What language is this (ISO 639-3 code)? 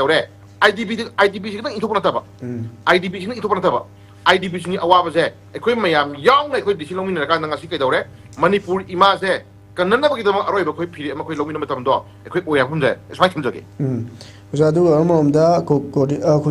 mni